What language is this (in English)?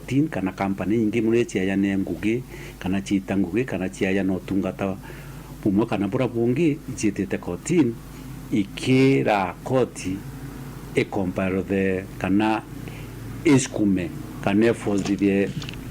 Meru